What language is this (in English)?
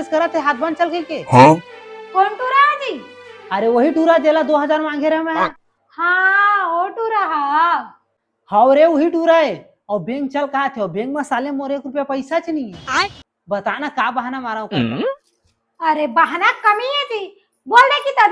Chhattisgarhi